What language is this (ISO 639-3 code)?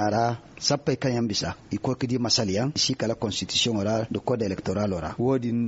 dje